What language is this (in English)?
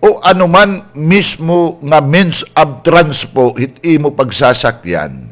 Waray